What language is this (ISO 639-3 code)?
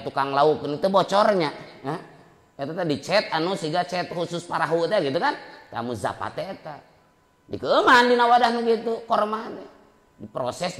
sun